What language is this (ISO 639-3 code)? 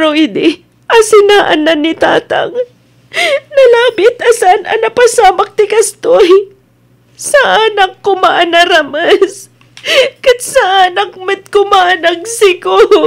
ilo